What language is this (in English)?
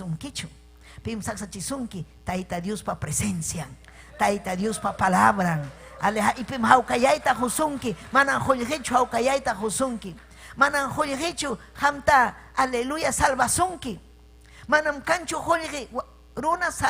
Ayacucho Quechua